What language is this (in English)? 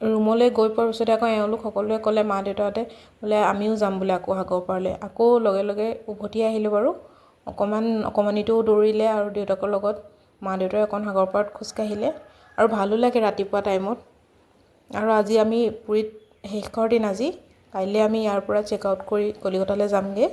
Assamese